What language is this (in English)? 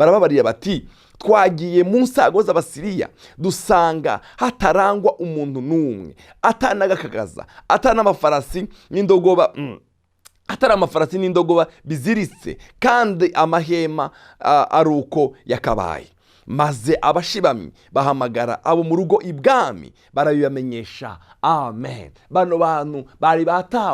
Rundi